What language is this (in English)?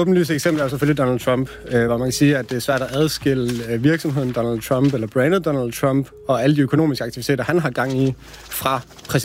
Danish